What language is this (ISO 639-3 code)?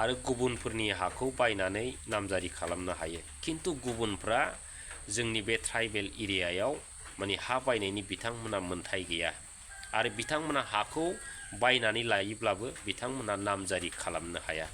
brx